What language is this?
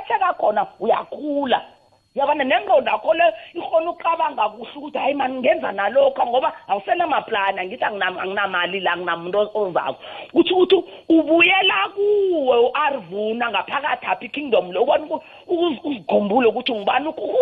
South Ndebele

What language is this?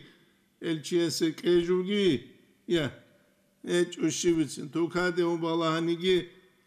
Avaric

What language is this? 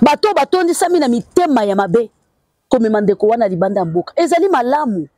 Lingala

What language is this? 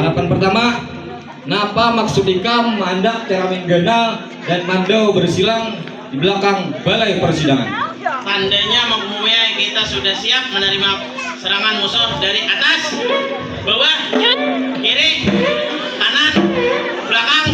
Banjar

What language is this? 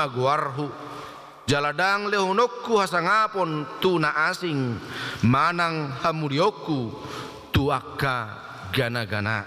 Batak Toba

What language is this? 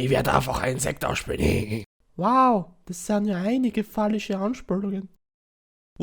Bavarian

